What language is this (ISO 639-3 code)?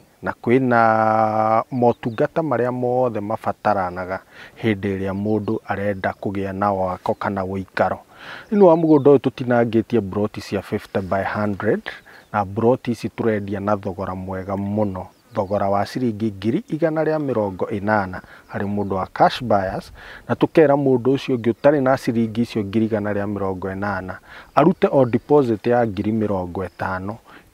kik